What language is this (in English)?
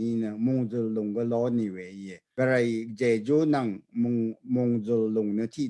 Rawang